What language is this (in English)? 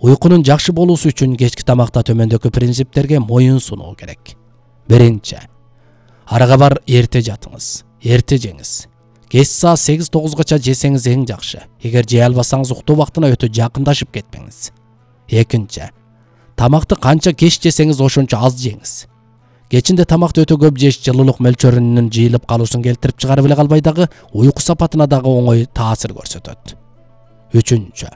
Kyrgyz